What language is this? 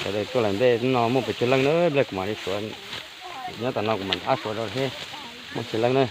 Hmong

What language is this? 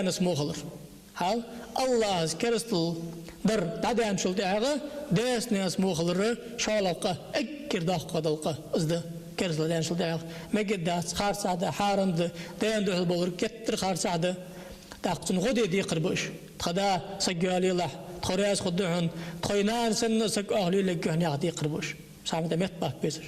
Ingush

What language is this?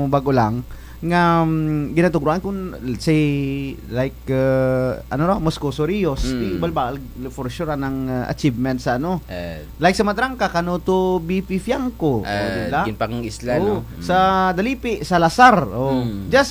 Kinaray-a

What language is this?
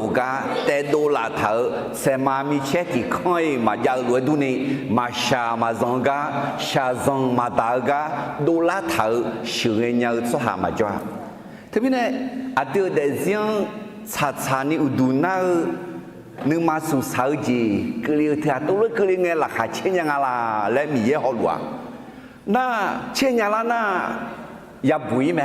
Akha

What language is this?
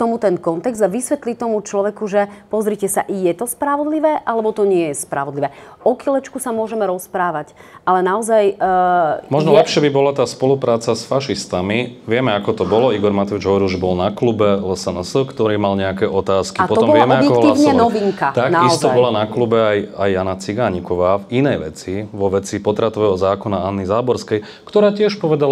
Slovak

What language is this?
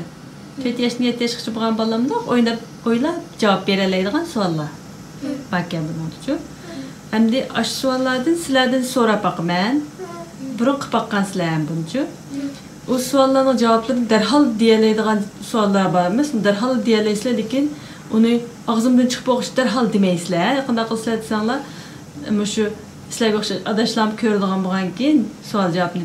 Uyghur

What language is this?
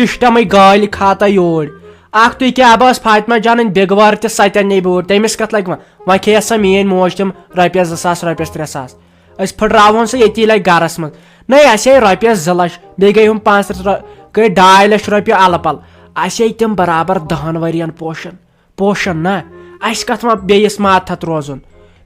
Kashmiri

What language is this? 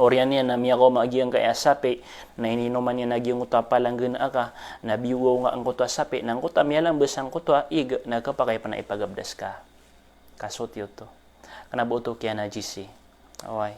Maranao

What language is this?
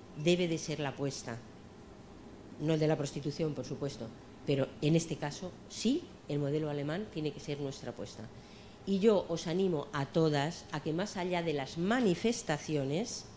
Spanish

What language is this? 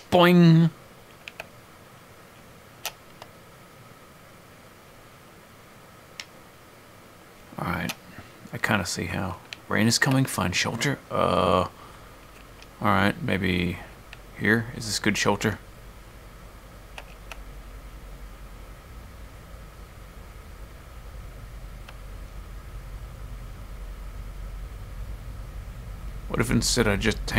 English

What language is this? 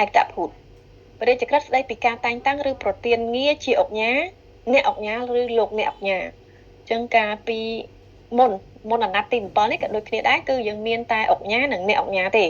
Khmer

